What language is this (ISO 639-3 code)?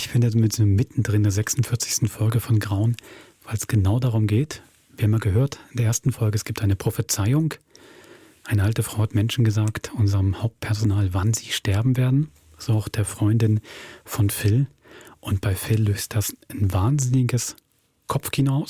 gsw